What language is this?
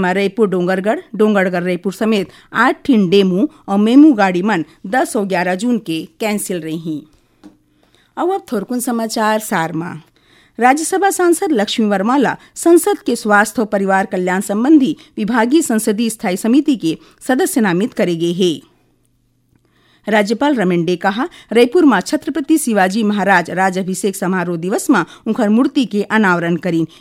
Chhattisgarhi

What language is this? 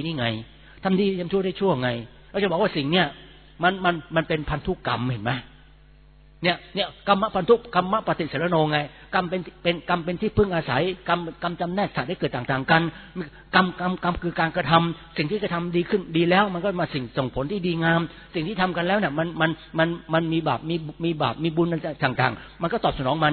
Thai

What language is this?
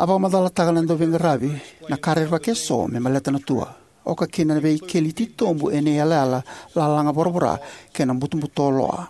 Fijian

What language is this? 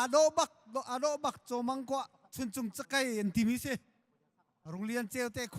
Hakha Chin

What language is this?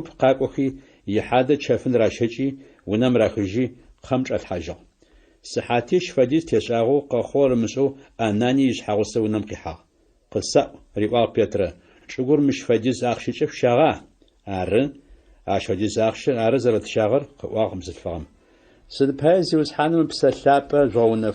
Adyghe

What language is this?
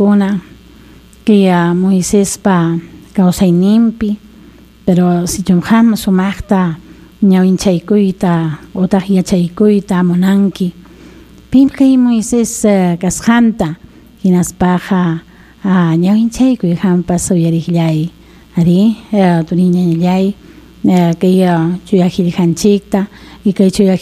Ayacucho Quechua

